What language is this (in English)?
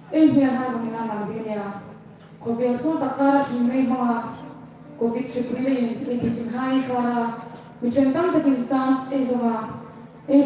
Hmar